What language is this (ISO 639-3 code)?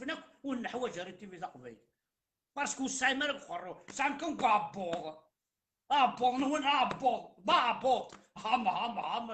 kab